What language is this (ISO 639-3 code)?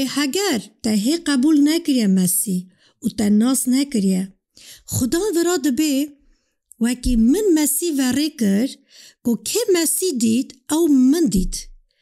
kur